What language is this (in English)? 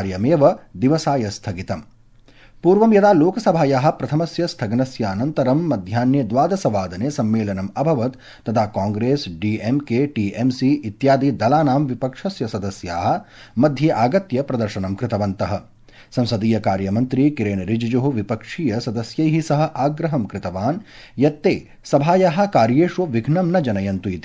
Sanskrit